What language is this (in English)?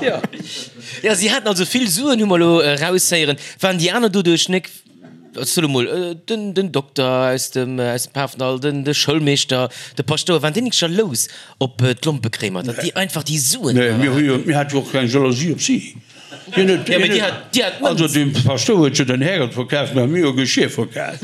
Luxembourgish